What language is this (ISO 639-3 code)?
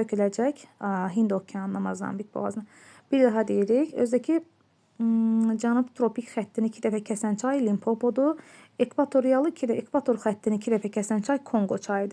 aze